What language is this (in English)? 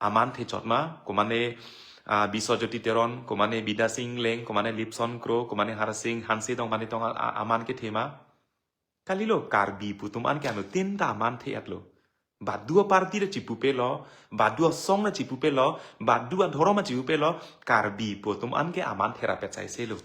Karbi